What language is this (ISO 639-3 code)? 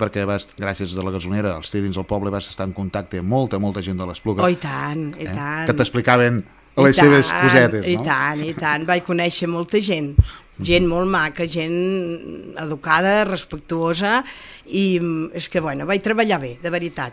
cat